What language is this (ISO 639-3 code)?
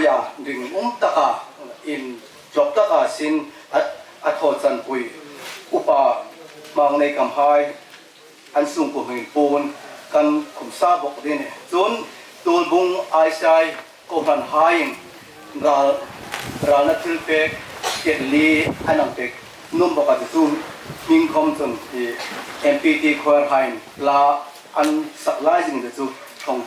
hmr